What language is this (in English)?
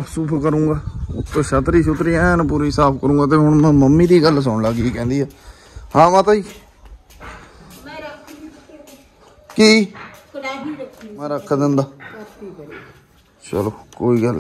Punjabi